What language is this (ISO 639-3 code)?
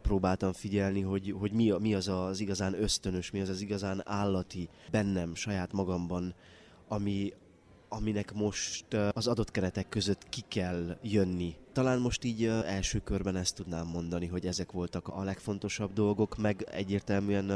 hun